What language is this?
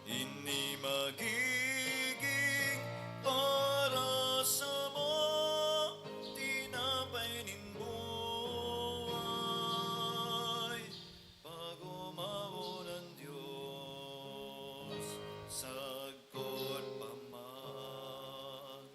Bikol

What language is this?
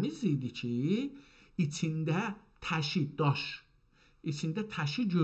South Azerbaijani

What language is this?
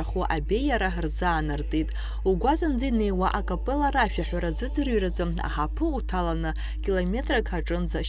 Abkhazian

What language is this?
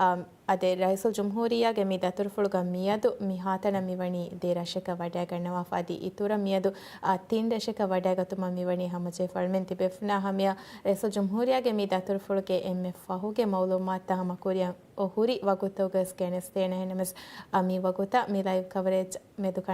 Divehi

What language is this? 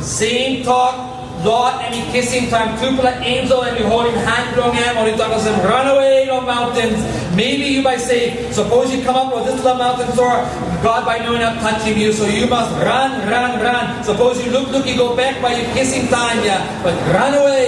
Tok Pisin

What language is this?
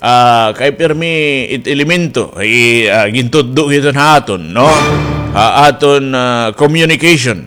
Waray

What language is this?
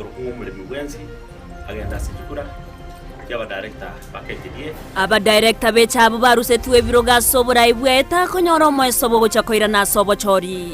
Gusii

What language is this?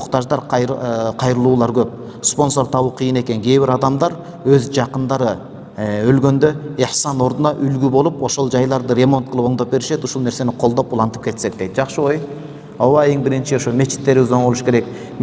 Kyrgyz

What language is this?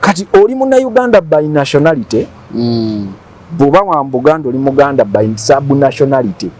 Ganda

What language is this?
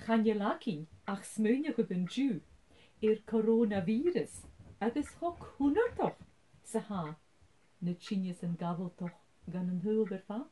Scottish Gaelic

